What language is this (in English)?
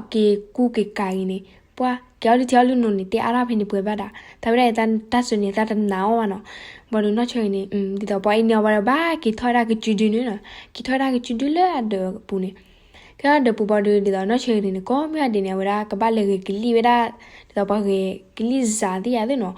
S'gaw Karen